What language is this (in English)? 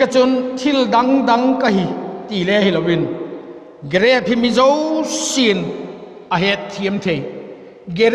Vaiphei